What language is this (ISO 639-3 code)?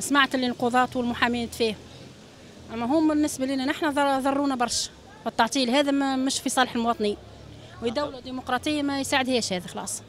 aeb